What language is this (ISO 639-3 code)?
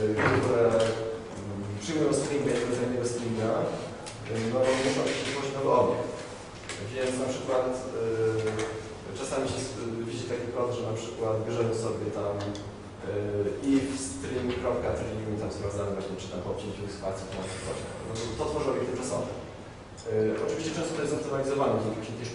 pol